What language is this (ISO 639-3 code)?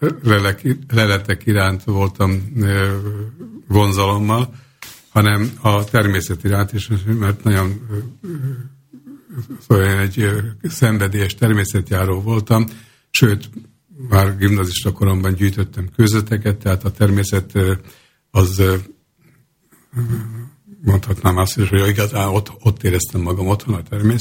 hun